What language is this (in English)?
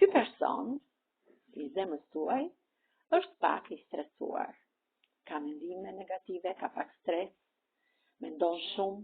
Albanian